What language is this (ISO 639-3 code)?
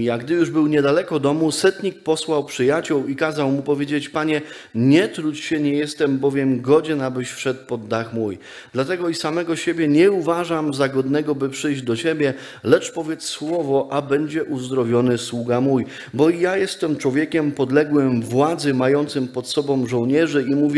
pol